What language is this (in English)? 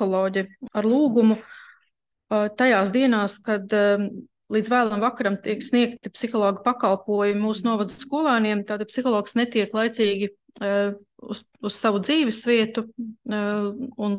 Latvian